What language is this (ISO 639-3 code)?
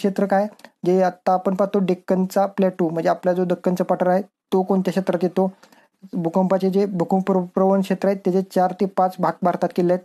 mar